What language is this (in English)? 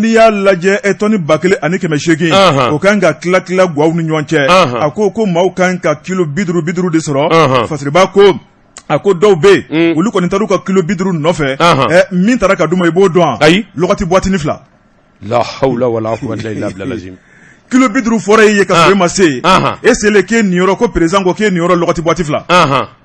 Bambara